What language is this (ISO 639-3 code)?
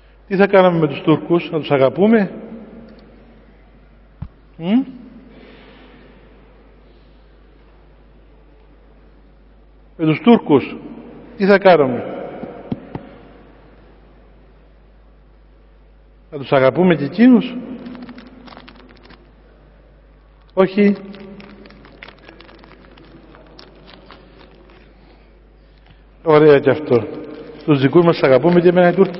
ell